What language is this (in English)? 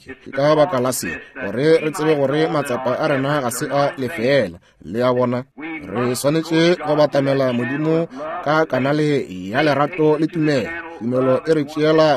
Northern Sotho